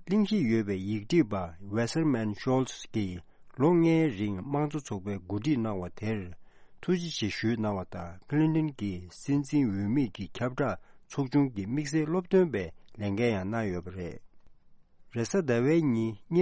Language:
Tibetan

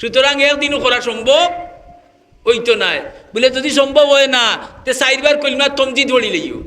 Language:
Sylheti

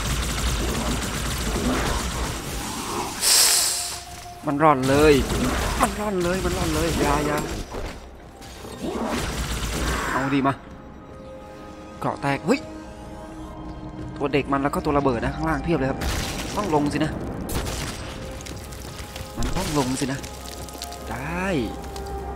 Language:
Thai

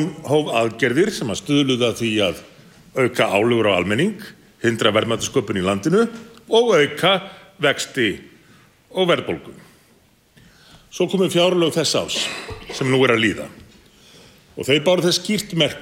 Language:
Icelandic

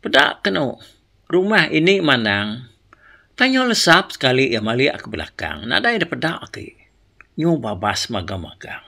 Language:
Iban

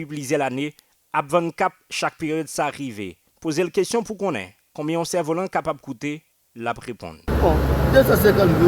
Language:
Haitian Creole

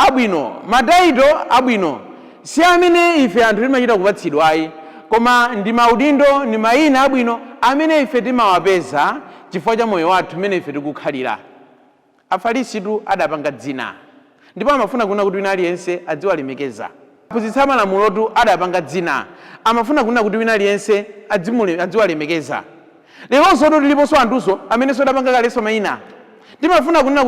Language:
Nyanja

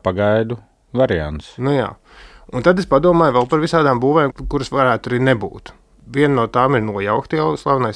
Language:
Latvian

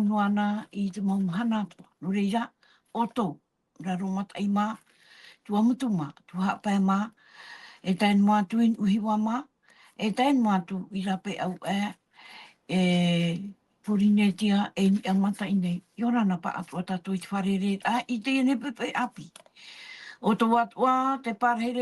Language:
Tahitian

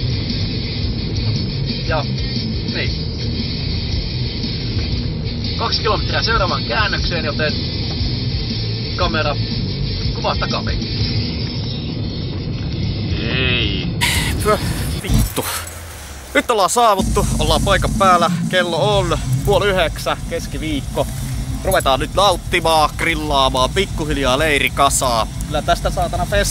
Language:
Finnish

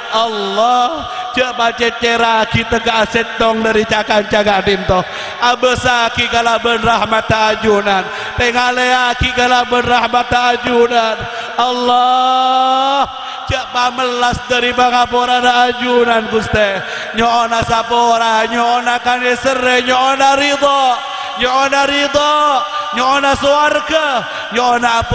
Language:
Madurese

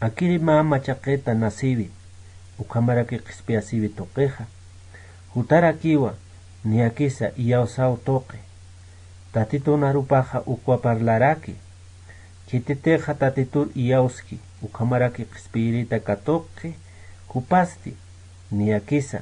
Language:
Aymara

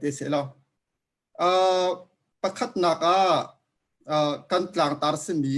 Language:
Hakha Chin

